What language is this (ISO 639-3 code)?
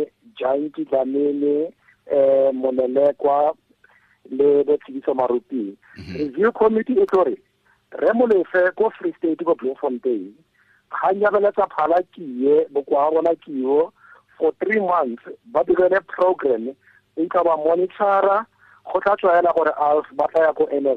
tsn